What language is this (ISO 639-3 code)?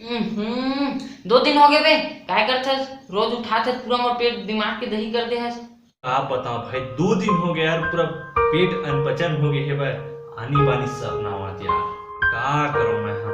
hne